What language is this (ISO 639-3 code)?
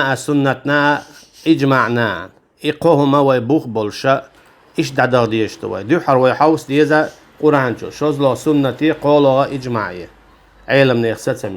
che